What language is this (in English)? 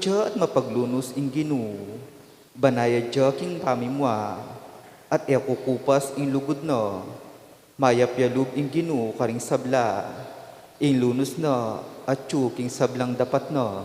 Pampanga